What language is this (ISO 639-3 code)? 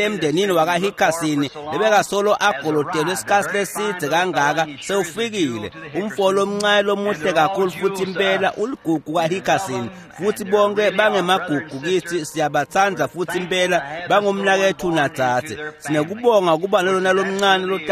ssw